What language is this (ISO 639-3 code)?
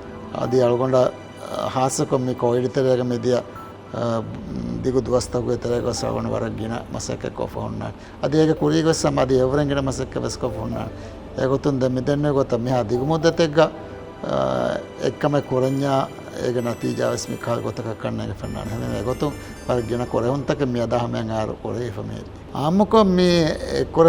div